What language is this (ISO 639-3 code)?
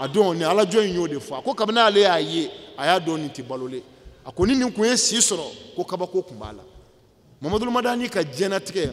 bam